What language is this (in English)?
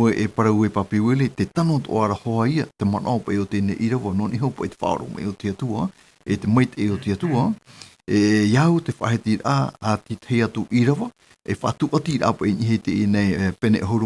Tahitian